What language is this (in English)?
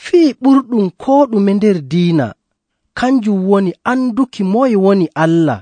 Nigerian Fulfulde